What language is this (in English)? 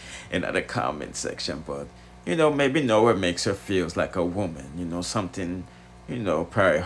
Jamaican Creole English